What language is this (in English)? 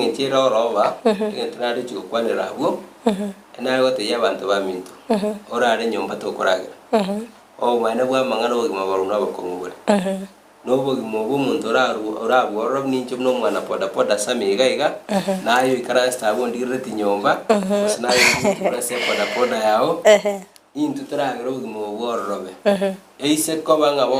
Gusii